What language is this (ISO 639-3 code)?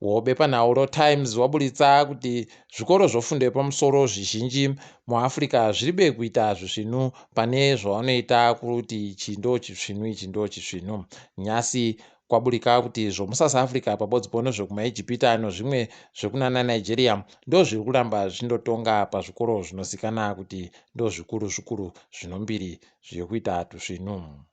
ndc